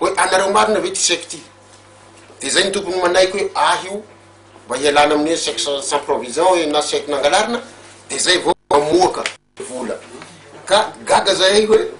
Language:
Malagasy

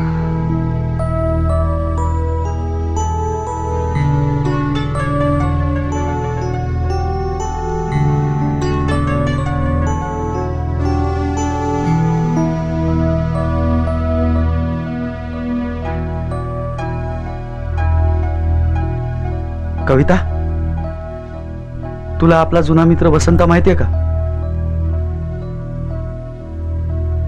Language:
Marathi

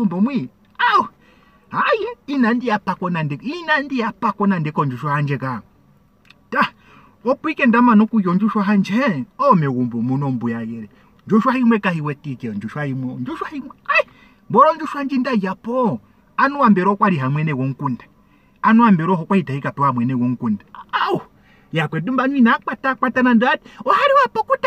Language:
Ndonga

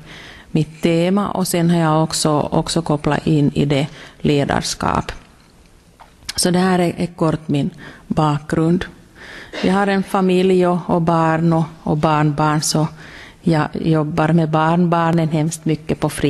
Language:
Swedish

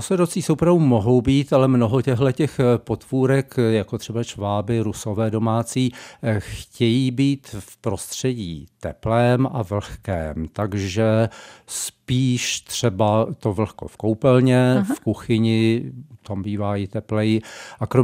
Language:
Czech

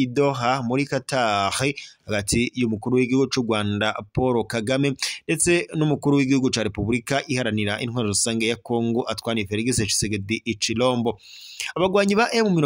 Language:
Rundi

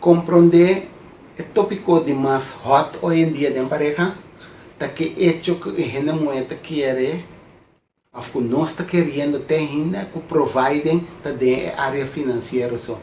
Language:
Papiamento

